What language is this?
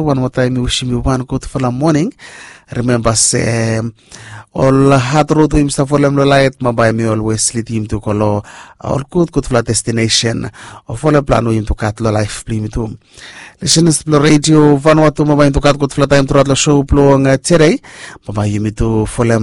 Bislama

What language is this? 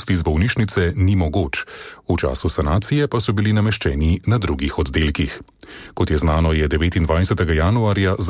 Slovenian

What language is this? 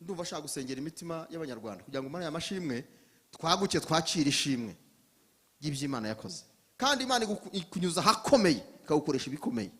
Kinyarwanda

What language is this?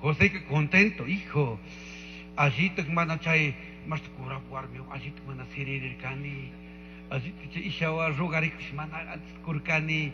Chimborazo Highland Quichua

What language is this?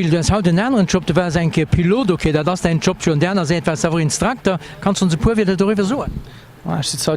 Luxembourgish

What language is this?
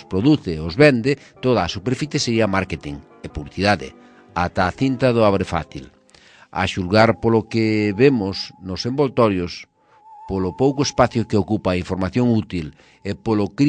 Galician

